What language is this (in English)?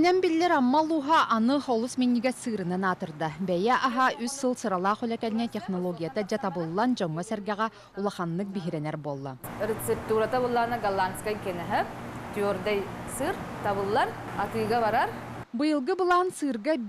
Yakut